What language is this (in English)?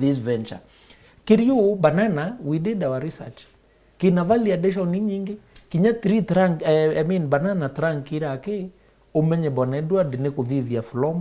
Meru